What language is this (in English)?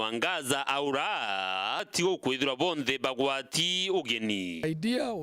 Meru